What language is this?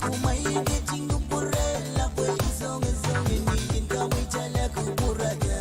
Pohnpeian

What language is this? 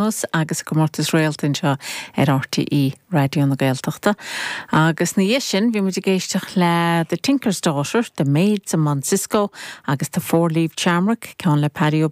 Irish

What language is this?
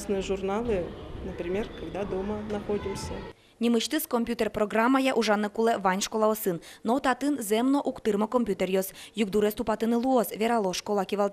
Udmurt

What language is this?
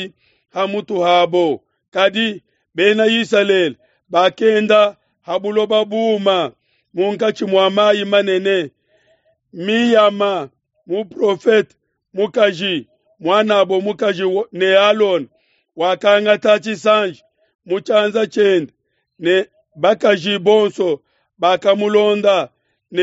Luba-Lulua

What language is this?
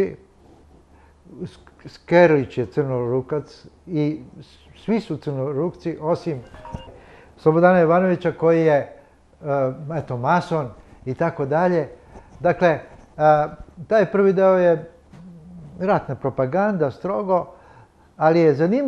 Serbian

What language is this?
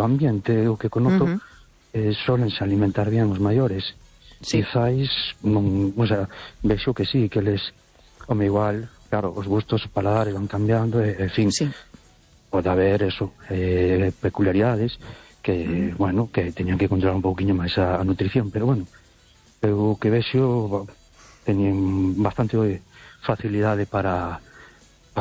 Galician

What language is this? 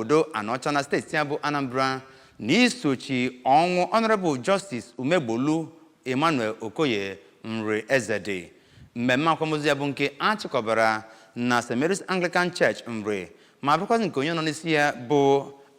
Igbo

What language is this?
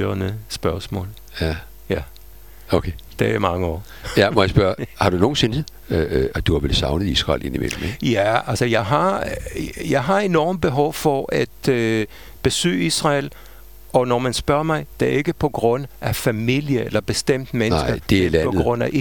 Danish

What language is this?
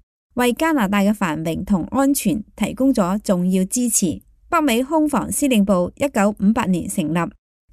Cantonese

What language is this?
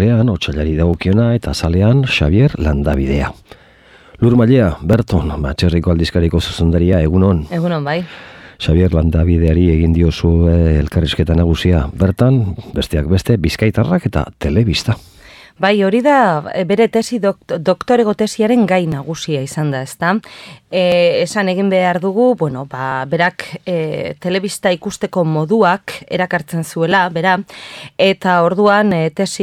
Basque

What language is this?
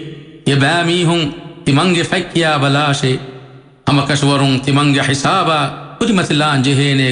Divehi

